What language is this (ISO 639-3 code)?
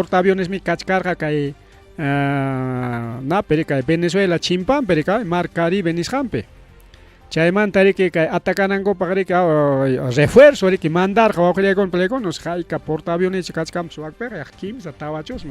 quy